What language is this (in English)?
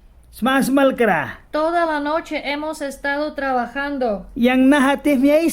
Mískito